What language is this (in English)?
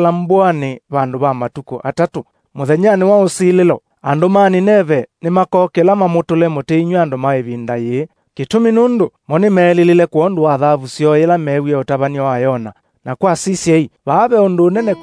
Kamba